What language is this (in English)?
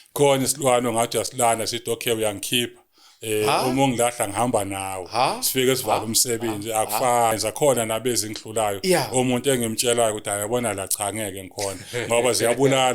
Zulu